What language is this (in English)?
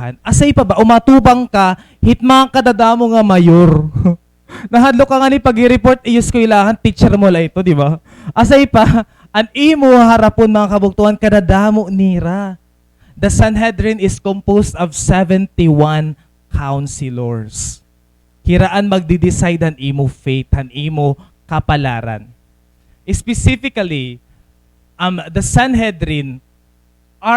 Waray